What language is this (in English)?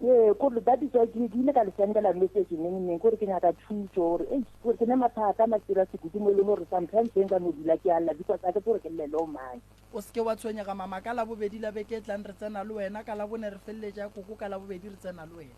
Northern Sotho